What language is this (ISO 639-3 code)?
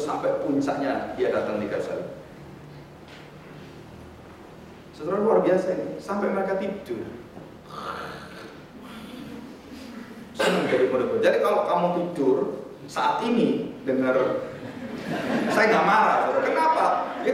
ind